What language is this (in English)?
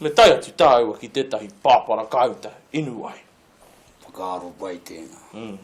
Māori